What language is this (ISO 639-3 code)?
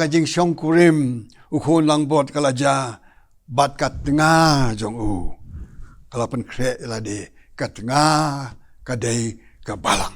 kha